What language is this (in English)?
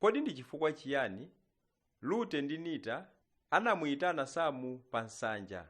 Nyanja